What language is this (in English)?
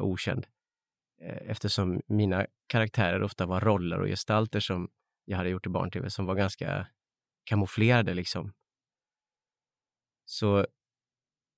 Swedish